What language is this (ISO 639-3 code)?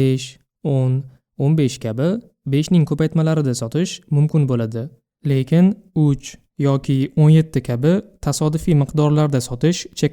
uzb